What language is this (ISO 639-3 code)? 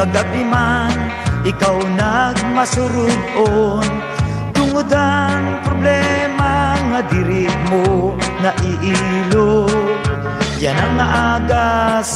war